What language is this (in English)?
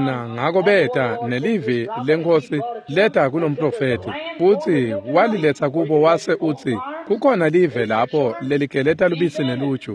Swati